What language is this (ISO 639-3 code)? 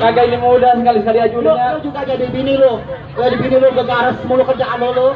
bew